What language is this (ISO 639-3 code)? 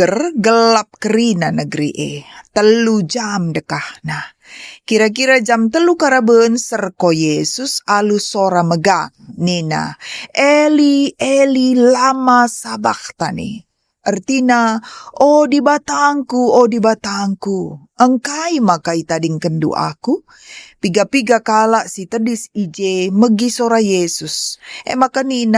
btx